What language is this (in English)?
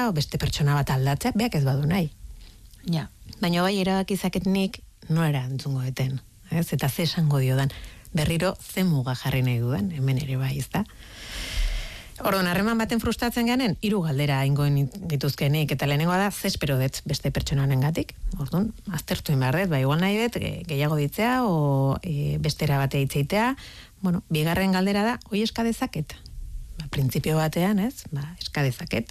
Basque